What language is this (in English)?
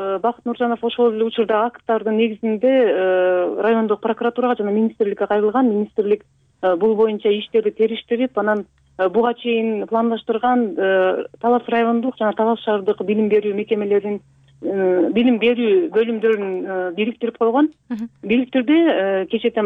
Kyrgyz